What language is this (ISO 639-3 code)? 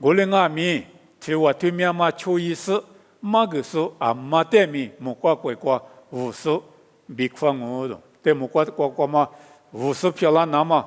lis